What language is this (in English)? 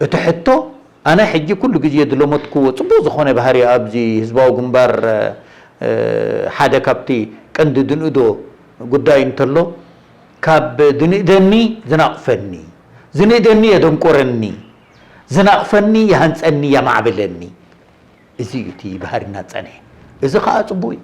Tigrinya